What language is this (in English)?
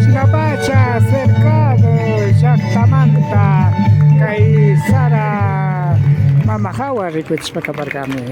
Imbabura Highland Quichua